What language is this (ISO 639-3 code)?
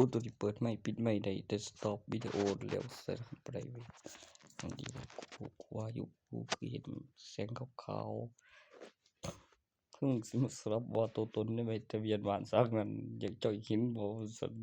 tts